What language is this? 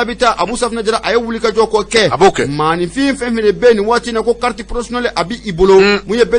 Bambara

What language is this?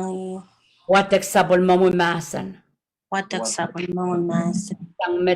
Pohnpeian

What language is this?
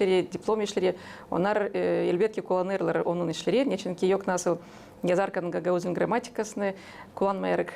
Gagauz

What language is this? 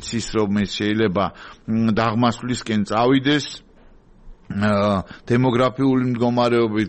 Georgian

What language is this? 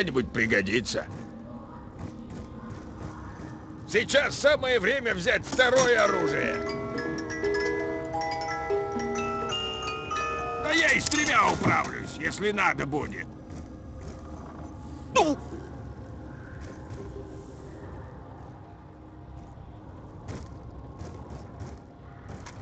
Russian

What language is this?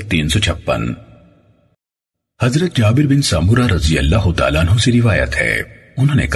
Urdu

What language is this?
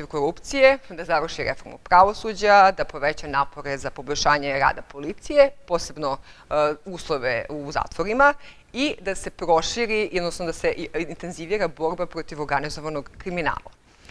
Serbian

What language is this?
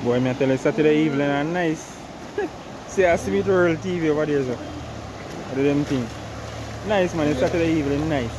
Jamaican Creole English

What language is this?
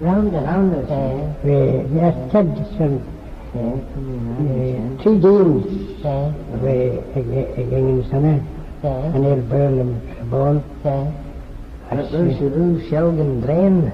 Manx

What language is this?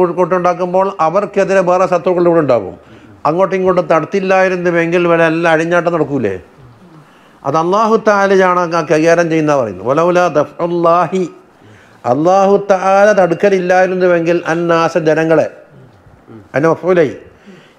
Malayalam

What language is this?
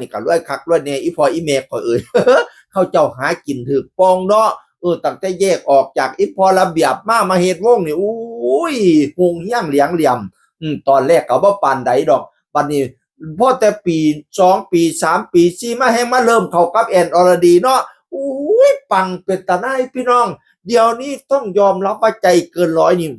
Northeastern Thai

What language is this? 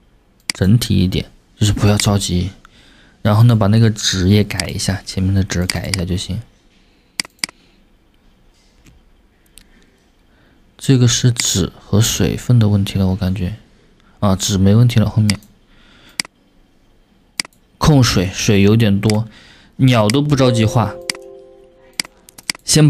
Chinese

